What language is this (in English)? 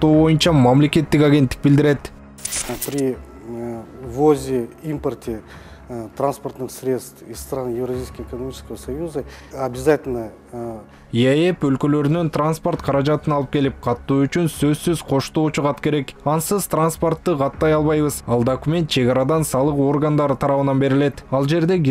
Kyrgyz